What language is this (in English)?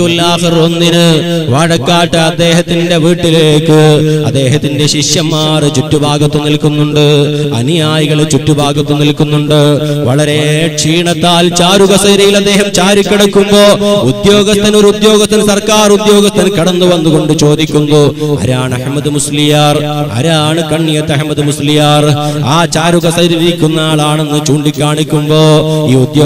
Malayalam